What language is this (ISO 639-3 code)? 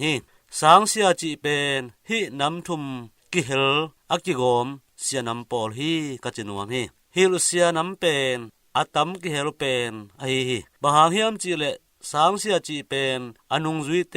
ctd